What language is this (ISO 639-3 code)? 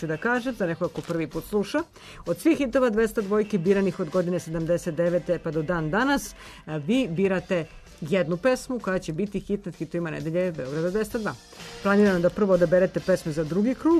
srp